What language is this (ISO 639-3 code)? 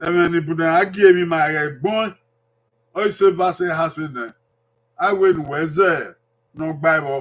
bin